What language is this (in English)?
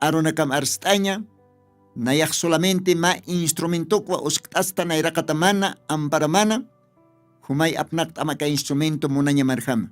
Aymara